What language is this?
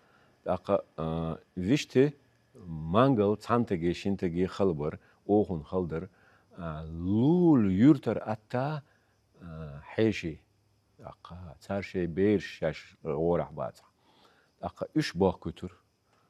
Chechen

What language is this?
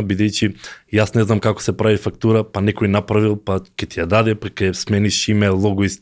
Macedonian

